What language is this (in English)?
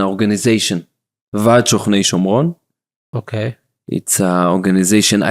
Yiddish